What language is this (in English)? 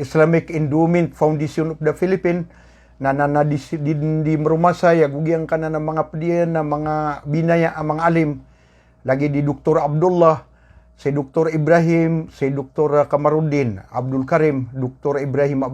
Maranao